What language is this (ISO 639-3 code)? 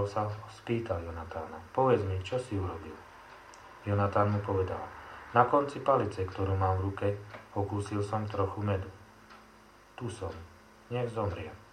slk